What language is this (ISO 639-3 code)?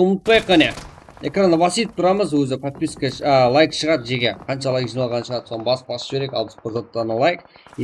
kaa